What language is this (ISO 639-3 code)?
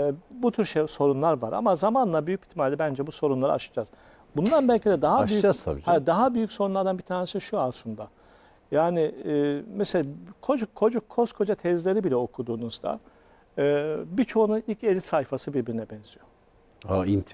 tur